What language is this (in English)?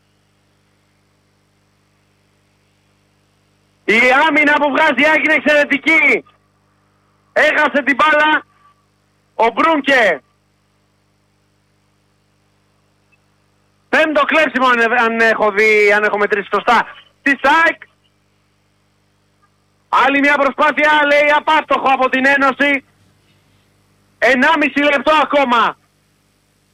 Greek